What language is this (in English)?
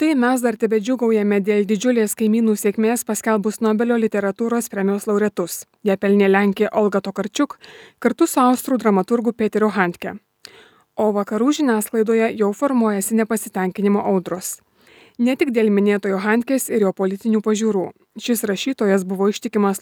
Lithuanian